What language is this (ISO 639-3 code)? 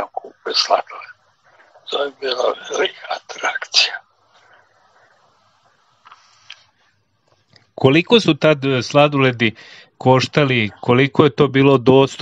srp